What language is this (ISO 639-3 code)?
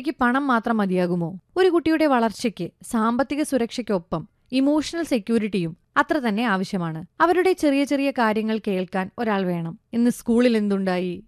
mal